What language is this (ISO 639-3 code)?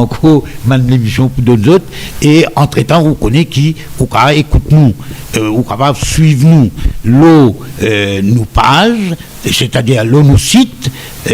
mfe